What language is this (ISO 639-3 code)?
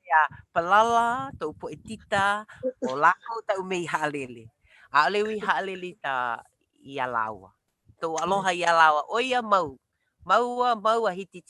haw